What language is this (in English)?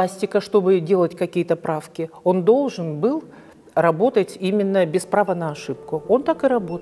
Russian